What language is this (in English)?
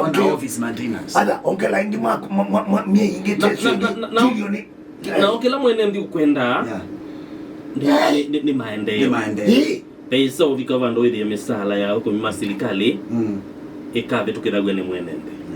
Kamba